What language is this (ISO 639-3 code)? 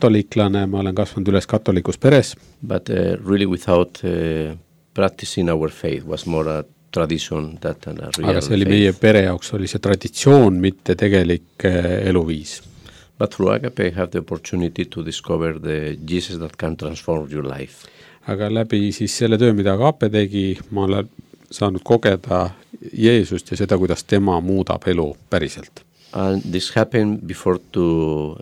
est